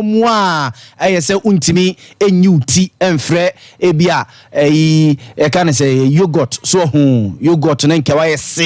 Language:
Akan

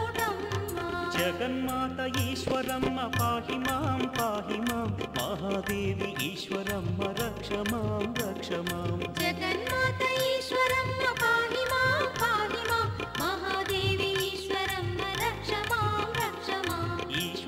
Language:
Telugu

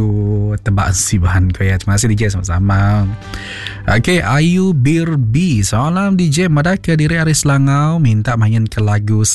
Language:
Iban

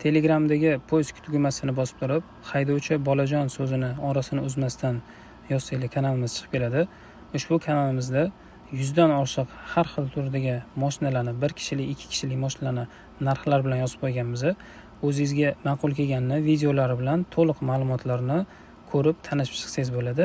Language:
Uzbek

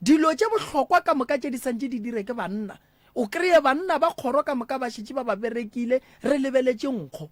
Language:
Northern Sotho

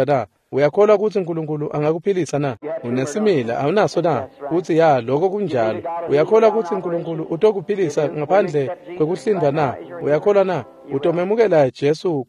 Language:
Swati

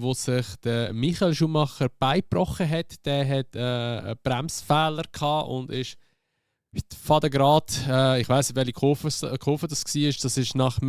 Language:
Swiss German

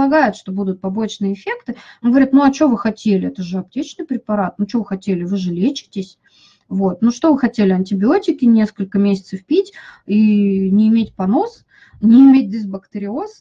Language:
Russian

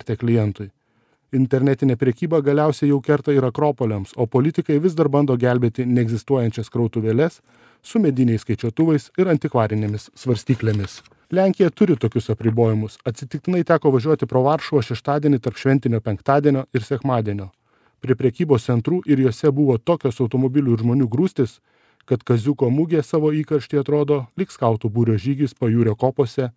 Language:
Lithuanian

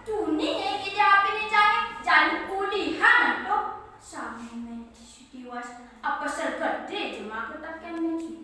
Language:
Balinese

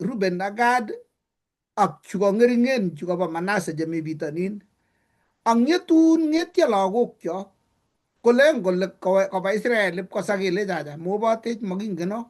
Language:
Kalenjin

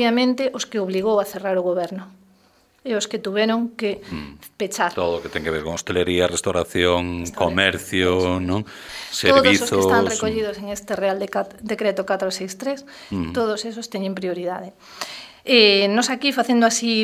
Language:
Galician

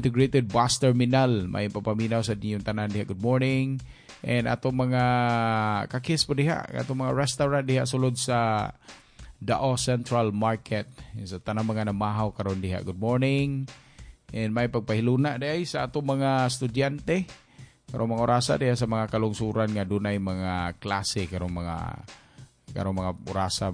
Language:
Cebuano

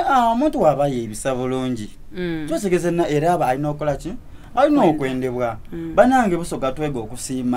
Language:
Soga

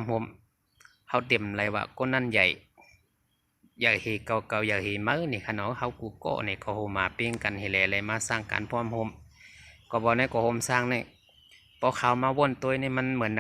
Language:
Shan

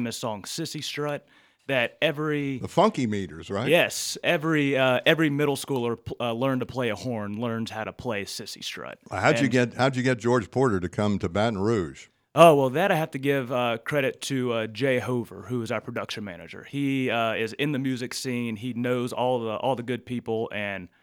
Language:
English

